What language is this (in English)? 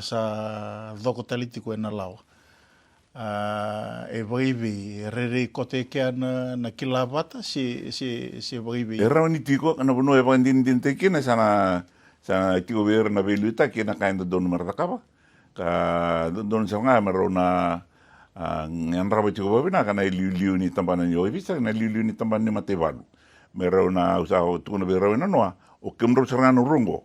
Fijian